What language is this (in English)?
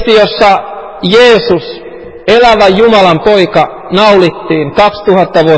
Finnish